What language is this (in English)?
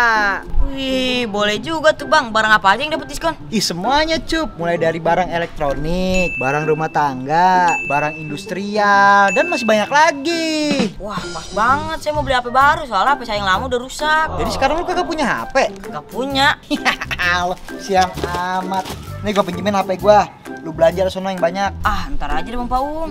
Betawi